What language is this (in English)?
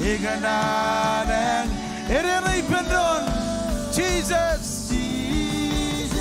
Marshallese